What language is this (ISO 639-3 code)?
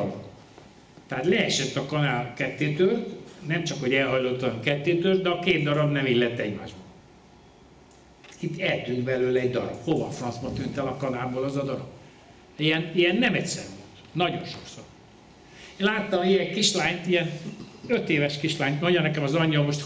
hun